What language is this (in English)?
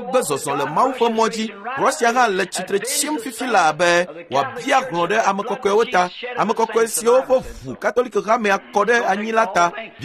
Ewe